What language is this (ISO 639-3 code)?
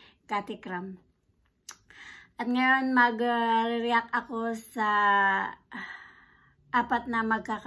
fil